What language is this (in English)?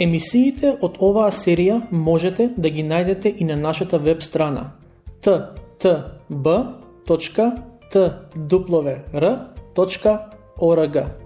Macedonian